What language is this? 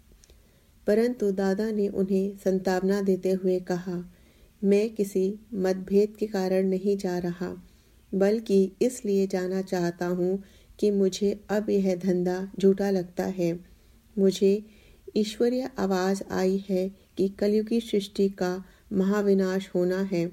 Hindi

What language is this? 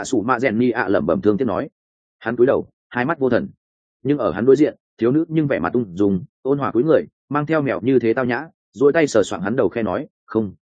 Vietnamese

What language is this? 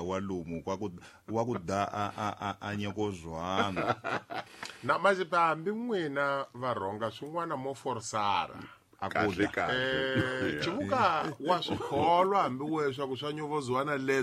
Tsonga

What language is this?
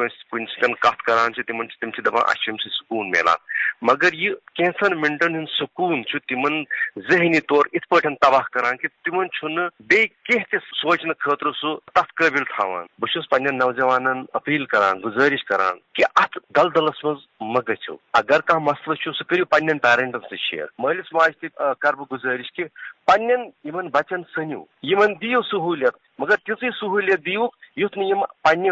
Kashmiri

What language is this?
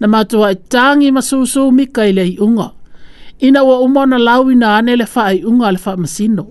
Samoan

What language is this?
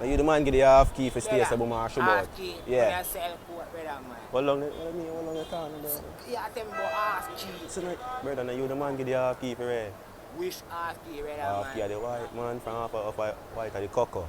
Jamaican Creole English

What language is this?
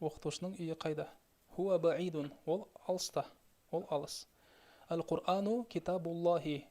Kazakh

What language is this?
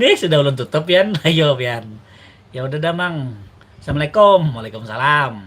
Banjar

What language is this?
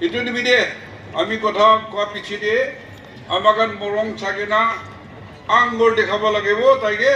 Naga Pidgin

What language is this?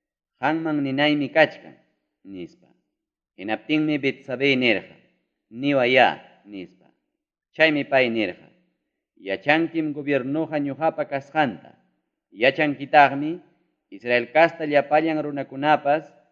Ayacucho Quechua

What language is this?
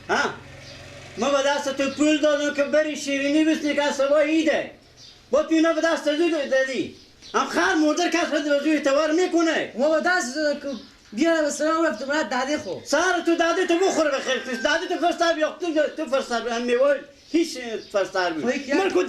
Persian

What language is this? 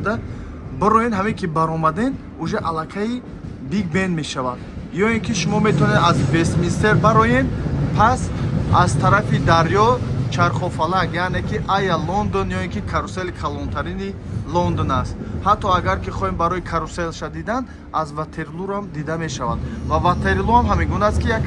Tajik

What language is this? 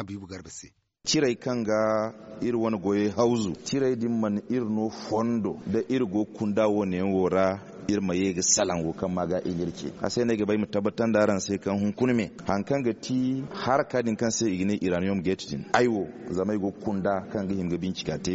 Zarma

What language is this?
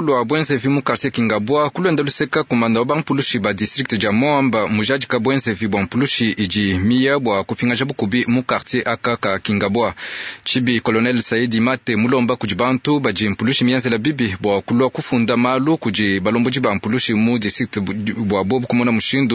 Luba-Lulua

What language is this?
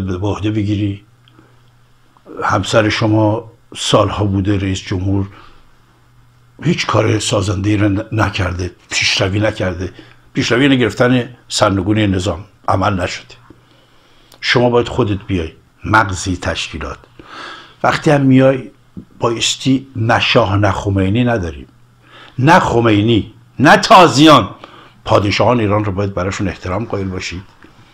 Persian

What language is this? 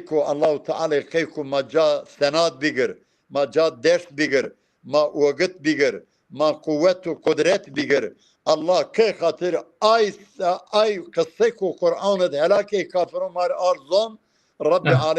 Zaza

